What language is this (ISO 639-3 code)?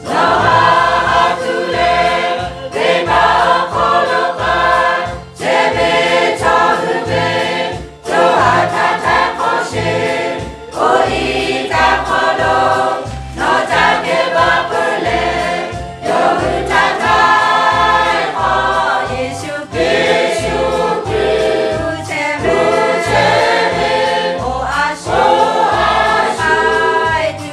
lhu